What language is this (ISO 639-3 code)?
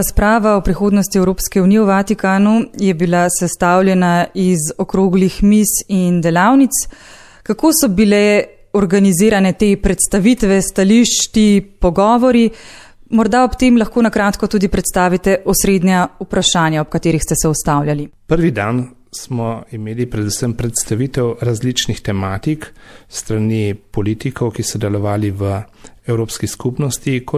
slv